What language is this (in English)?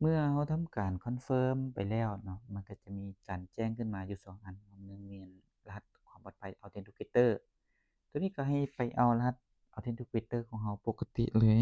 Lao